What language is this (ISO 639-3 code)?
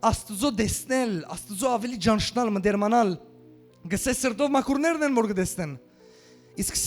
hyw